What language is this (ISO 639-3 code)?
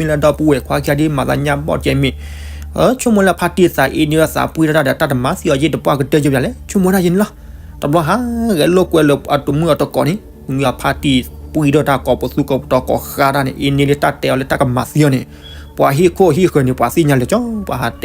ksw